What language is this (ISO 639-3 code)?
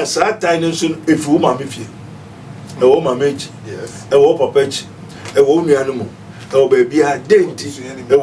aka